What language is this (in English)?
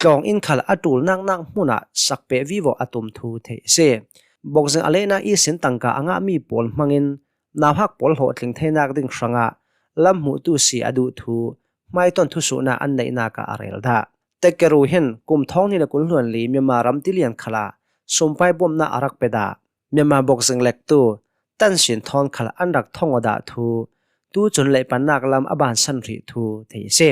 Hakha Chin